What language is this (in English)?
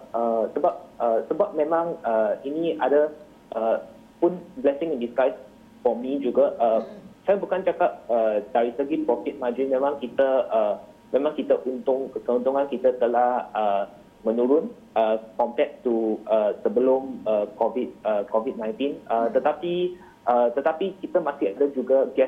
Malay